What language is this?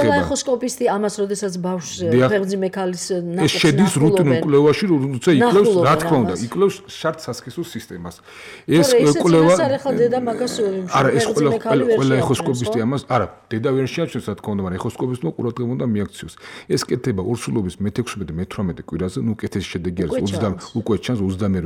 Georgian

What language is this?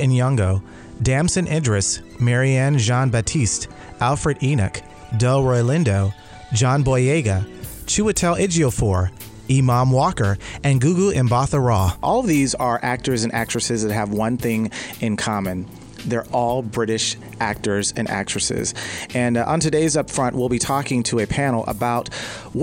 English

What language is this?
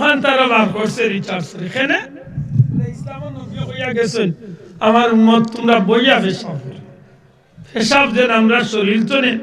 Sylheti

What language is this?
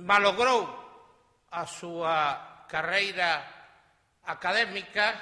Galician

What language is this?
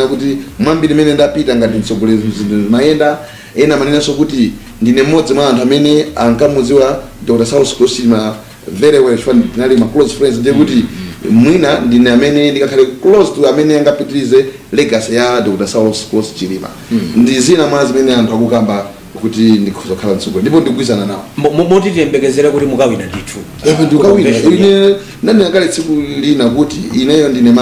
Nyanja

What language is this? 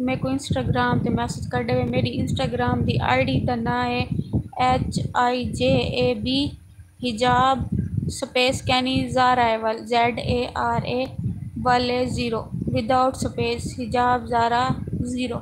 Saraiki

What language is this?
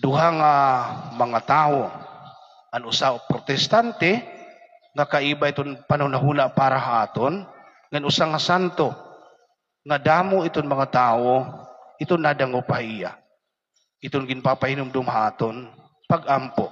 Waray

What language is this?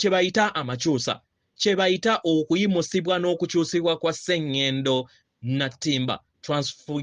Ganda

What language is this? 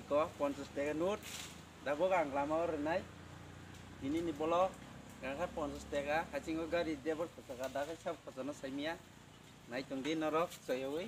Kok Borok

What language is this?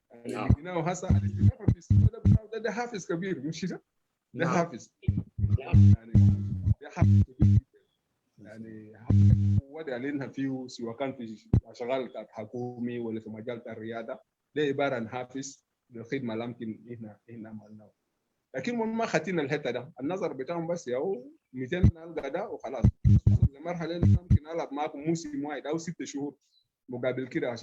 Sudanese Arabic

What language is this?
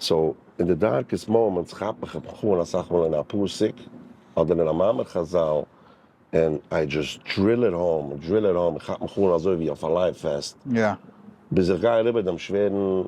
Yiddish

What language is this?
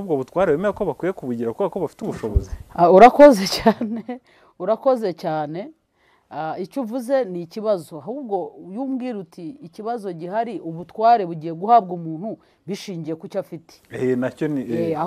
Kinyarwanda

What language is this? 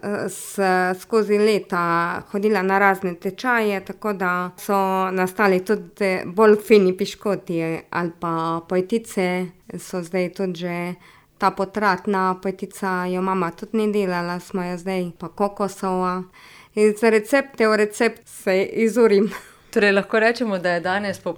Slovenian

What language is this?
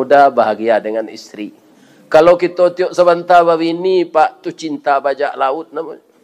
Minangkabau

